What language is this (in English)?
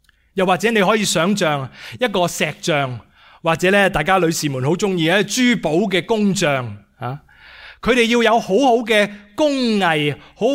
Cantonese